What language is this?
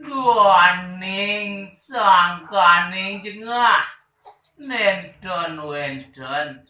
Balinese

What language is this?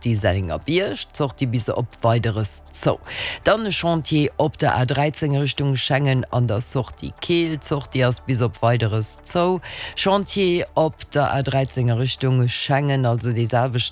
Luxembourgish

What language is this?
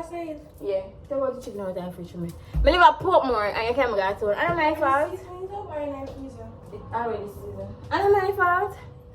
Jamaican Creole English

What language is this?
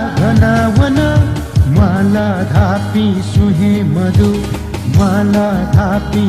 Newari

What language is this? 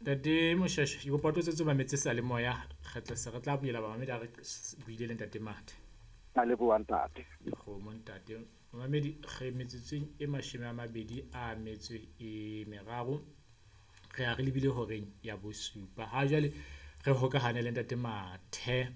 Southern Sotho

